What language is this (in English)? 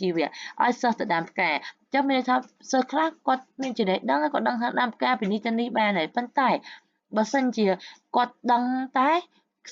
Khmer